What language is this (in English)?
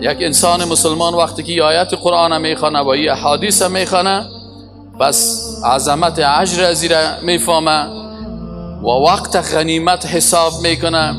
Persian